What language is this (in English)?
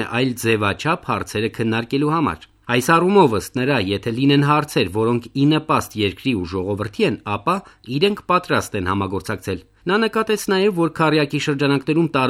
Armenian